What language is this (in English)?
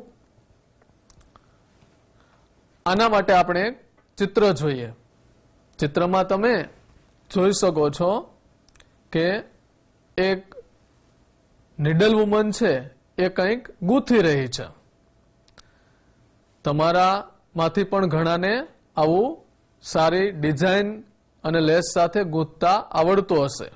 Gujarati